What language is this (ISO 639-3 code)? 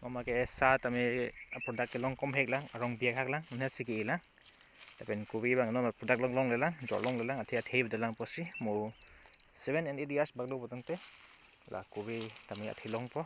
mjw